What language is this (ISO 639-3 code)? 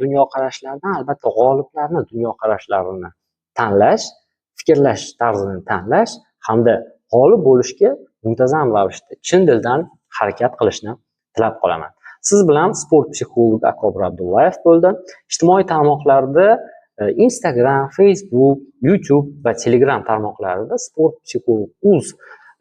uzb